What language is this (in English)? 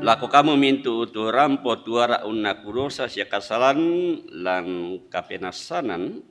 Toraja-Sa'dan